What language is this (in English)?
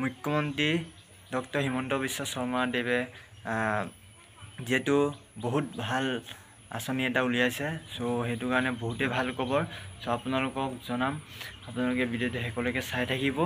Assamese